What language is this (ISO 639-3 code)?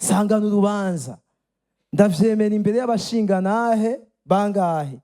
run